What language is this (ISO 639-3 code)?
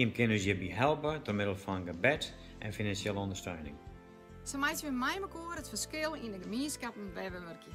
fry